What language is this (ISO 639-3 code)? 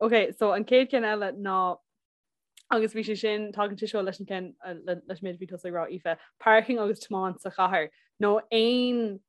gle